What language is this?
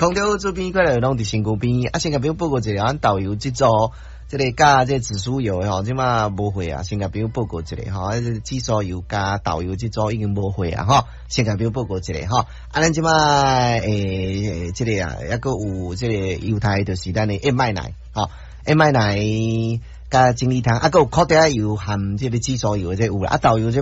Min Nan Chinese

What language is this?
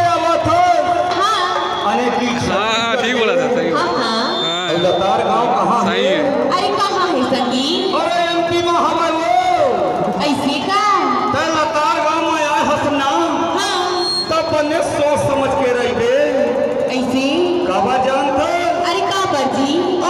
Chhattisgarhi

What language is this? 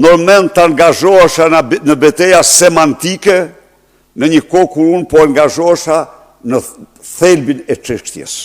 Albanian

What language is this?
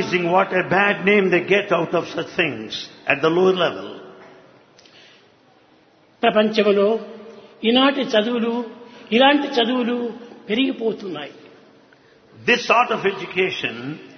Telugu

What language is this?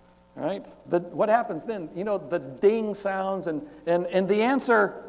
English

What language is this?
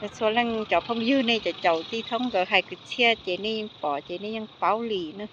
Hmong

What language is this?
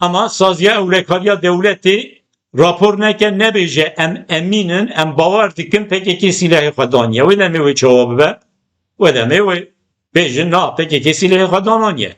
Kurdish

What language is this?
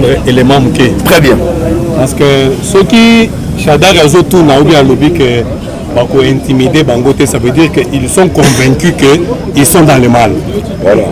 Lingala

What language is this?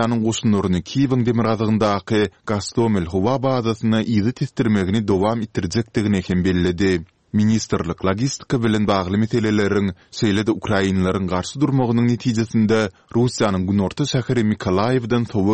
Turkmen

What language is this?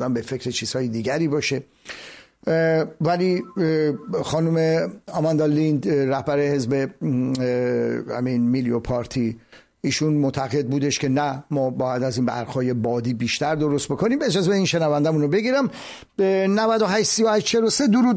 Persian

